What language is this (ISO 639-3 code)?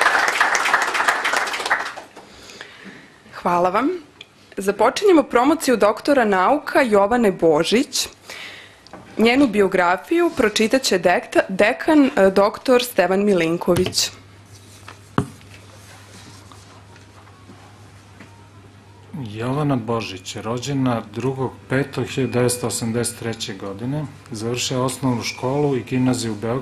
srp